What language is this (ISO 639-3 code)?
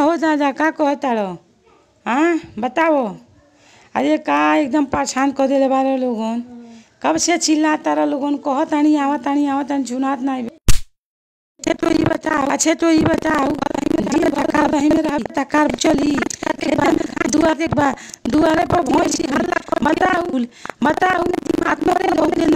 bho